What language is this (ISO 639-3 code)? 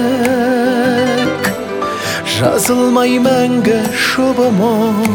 kaz